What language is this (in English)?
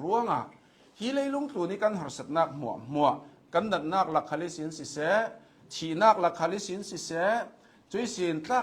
Hakha Chin